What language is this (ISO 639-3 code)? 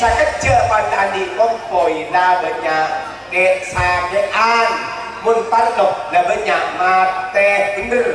mad